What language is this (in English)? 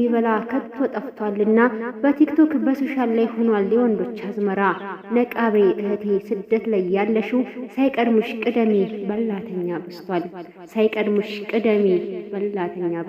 Amharic